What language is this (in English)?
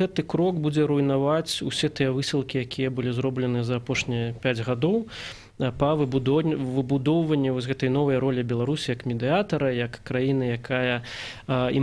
Belarusian